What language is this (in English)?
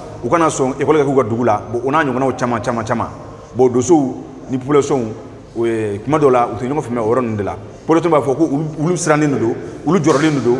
Bambara